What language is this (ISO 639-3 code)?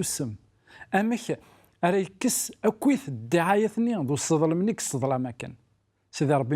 kab